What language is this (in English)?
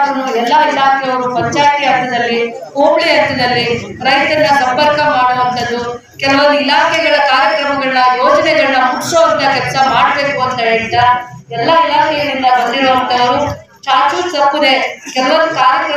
Kannada